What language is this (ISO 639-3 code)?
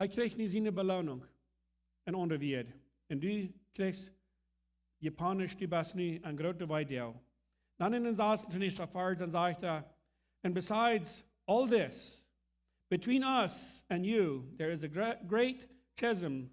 pdt